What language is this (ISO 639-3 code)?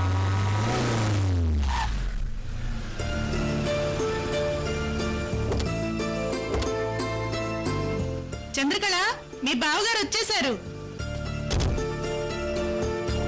tel